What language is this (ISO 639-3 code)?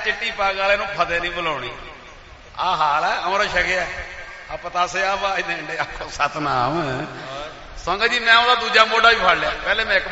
pan